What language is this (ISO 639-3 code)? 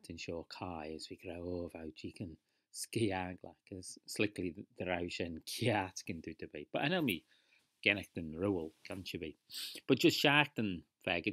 glv